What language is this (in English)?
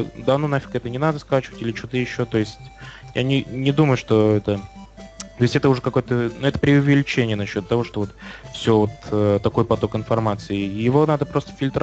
Russian